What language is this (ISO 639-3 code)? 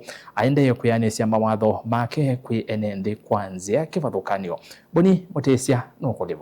kam